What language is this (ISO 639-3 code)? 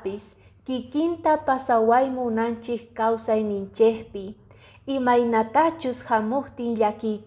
que